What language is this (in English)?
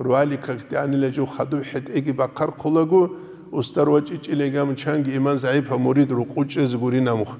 Avaric